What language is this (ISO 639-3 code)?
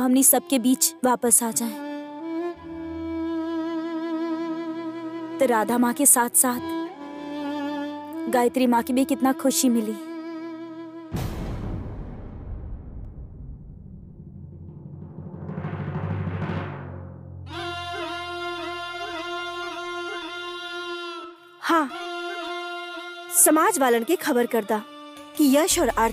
bho